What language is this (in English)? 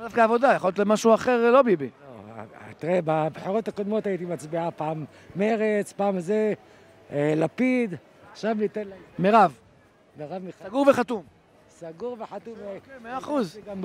Hebrew